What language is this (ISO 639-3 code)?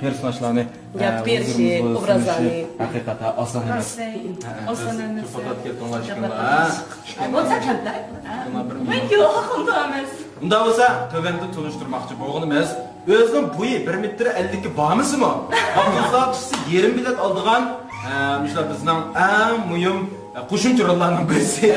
uig